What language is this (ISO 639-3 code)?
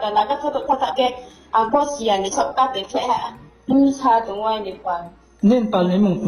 ria